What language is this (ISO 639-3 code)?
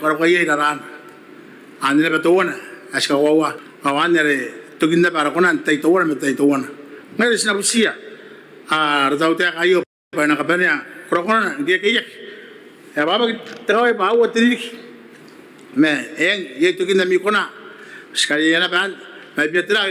gil